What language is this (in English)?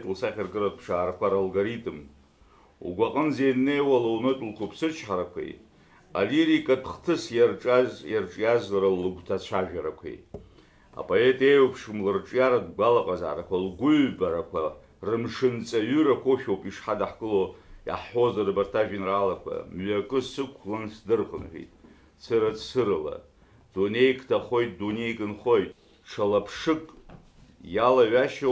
Abkhazian